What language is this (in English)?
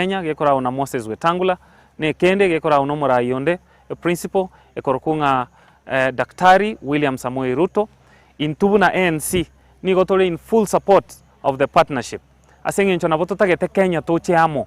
Gusii